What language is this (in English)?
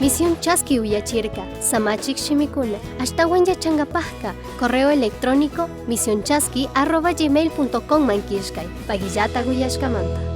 Chimborazo Highland Quichua